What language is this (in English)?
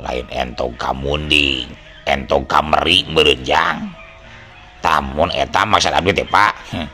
Sundanese